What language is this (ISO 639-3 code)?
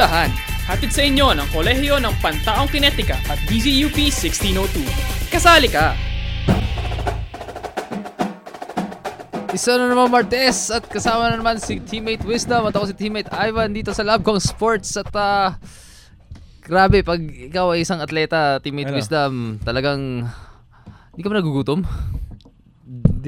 fil